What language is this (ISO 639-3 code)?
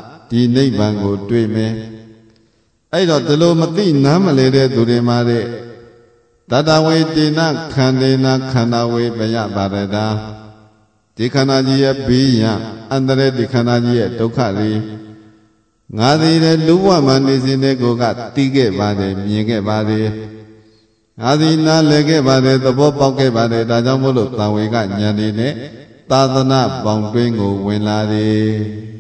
mya